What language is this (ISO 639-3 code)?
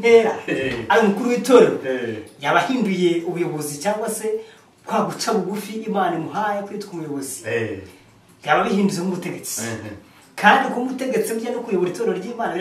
kin